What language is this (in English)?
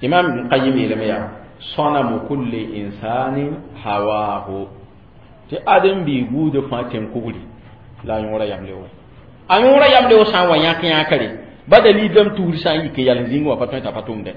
Mossi